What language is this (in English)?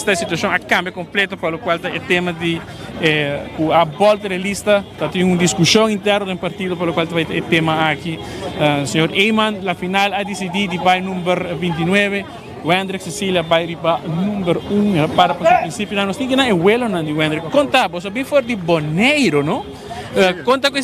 Papiamento